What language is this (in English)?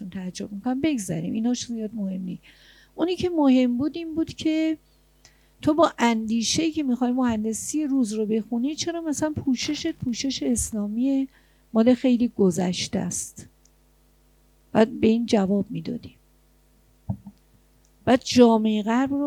Persian